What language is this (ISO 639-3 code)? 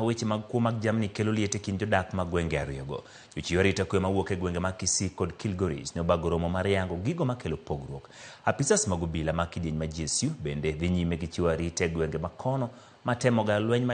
luo